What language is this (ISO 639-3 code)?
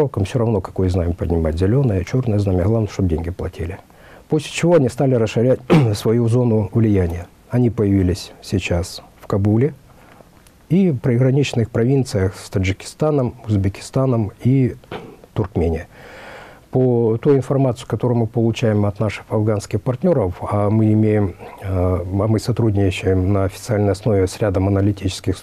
rus